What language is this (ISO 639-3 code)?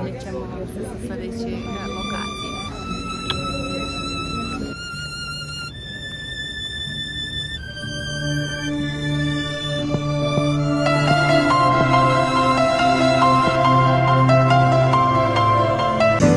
hrv